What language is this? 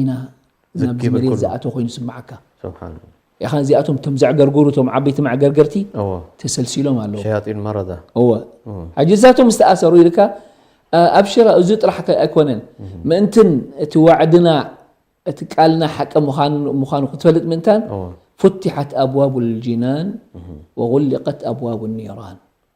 Tigrinya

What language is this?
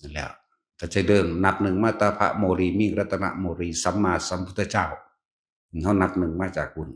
Northeastern Thai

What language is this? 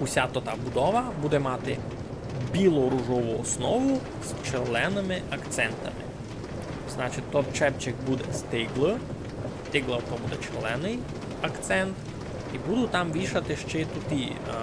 Rusyn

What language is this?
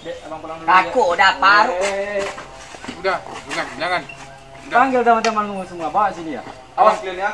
Minangkabau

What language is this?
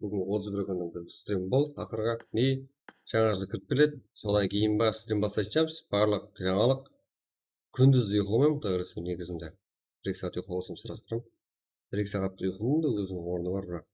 Kara-Kalpak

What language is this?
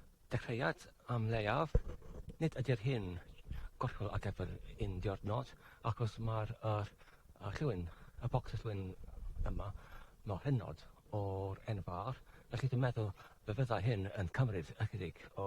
Welsh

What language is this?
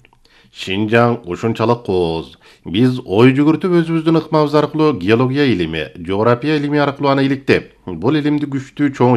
Kyrgyz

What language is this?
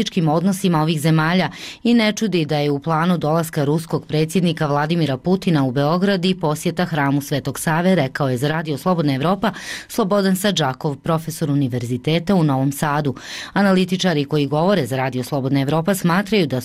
Bosnian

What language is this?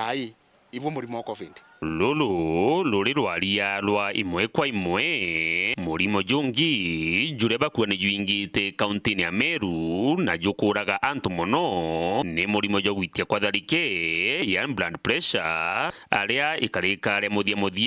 Meru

